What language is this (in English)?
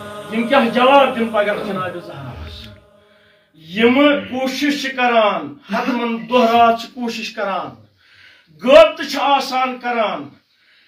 Kashmiri